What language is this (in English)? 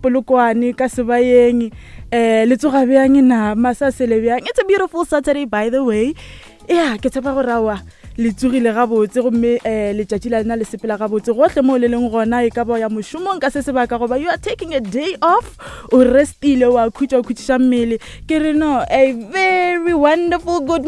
Northern Sotho